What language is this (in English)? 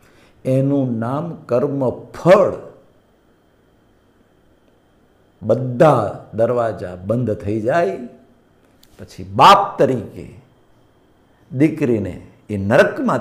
Gujarati